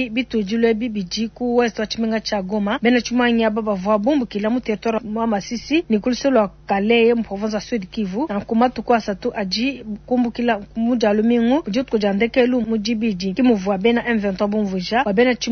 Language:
Luba-Lulua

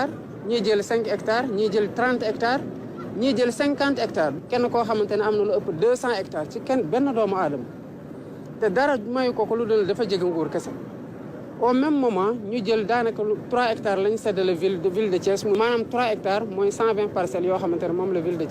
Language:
Wolof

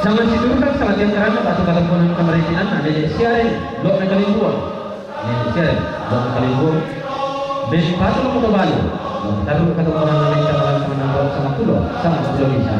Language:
Toraja-Sa'dan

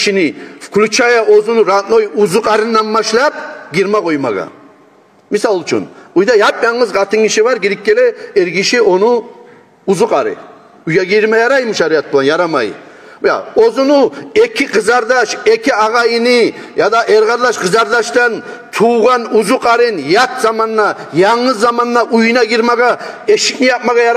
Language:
Kumyk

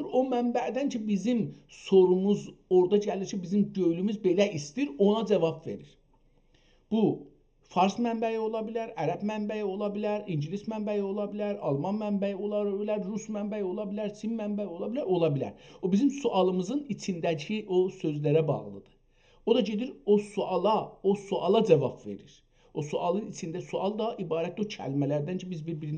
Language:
South Azerbaijani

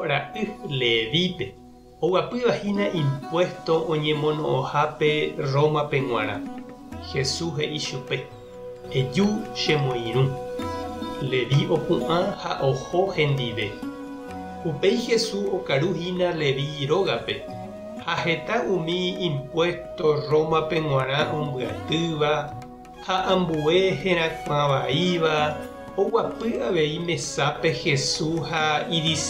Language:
Guarani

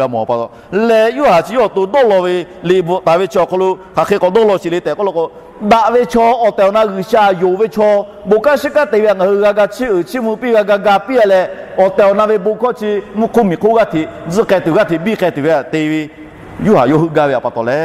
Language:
Lahu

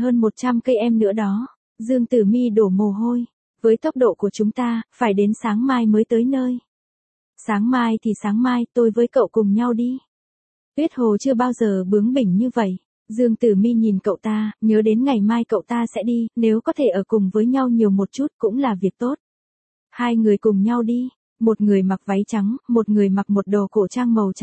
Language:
Vietnamese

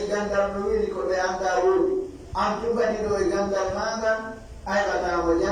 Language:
Pular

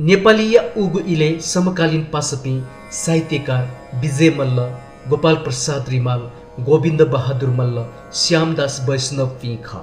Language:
Newari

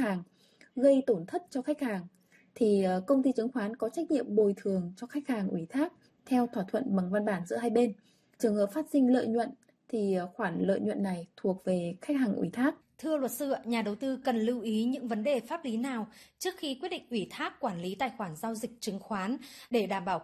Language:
Vietnamese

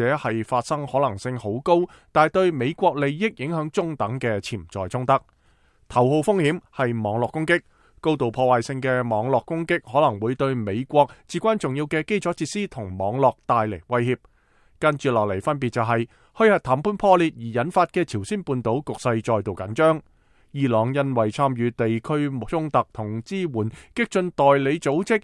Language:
Cantonese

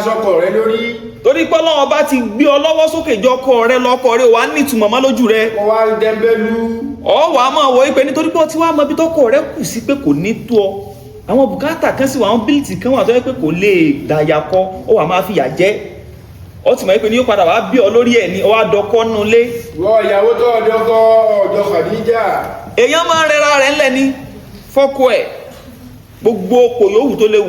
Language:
Yoruba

